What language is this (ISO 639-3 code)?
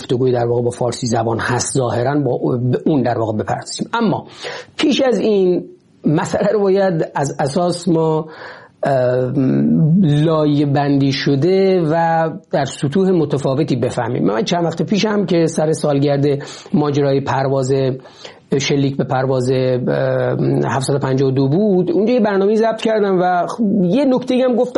fas